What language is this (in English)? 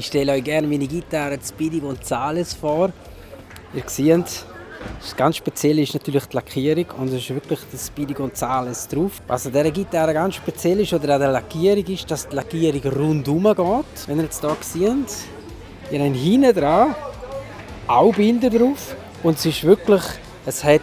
Swiss German